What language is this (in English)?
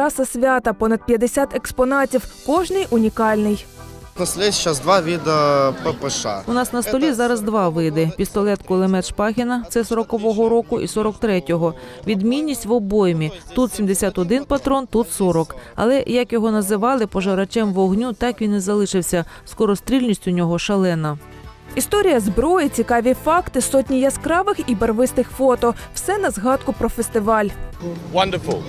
Ukrainian